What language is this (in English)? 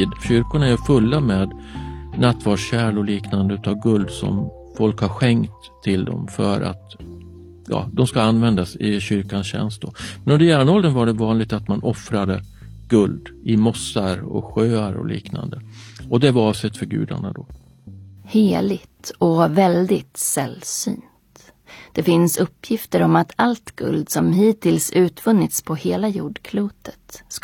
Swedish